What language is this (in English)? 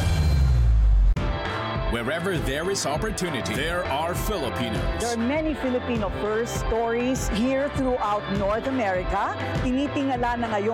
Filipino